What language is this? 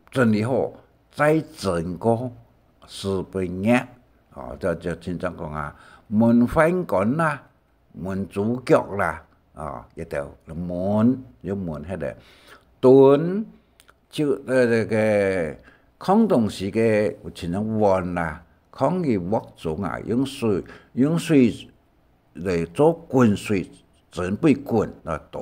Hakka Chinese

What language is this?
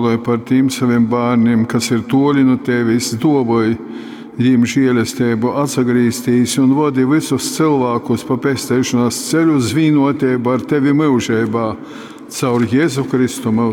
Latgalian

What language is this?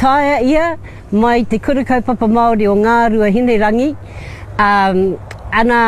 Māori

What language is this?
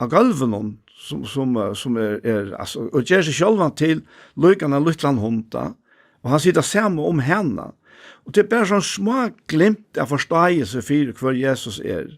Faroese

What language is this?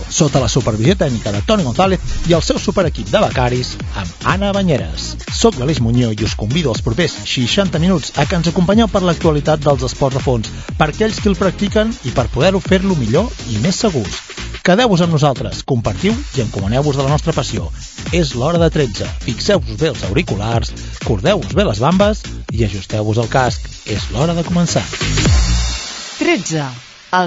Catalan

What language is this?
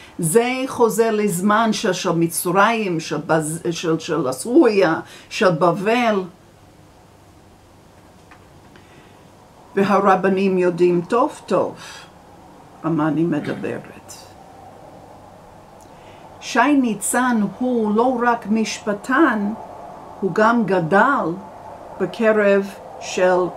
Hebrew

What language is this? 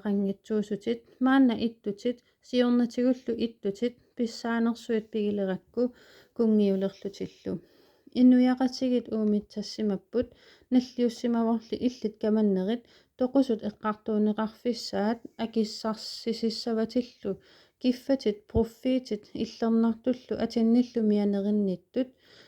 Kalaallisut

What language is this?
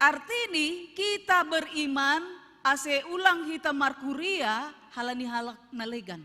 Batak Simalungun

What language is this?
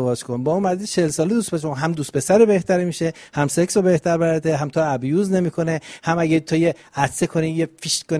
Persian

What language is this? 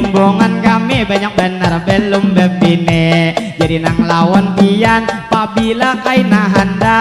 Banjar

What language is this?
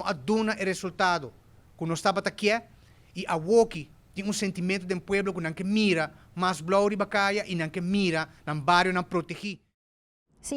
Papiamento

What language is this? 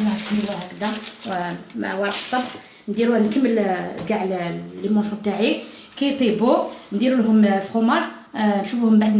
Algerian Arabic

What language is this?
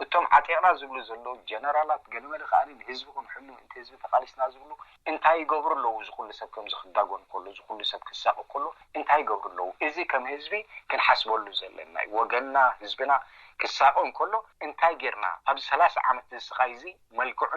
Tigrinya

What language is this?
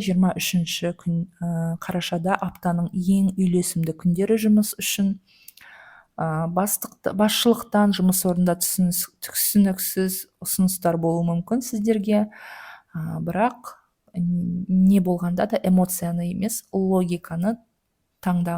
Kazakh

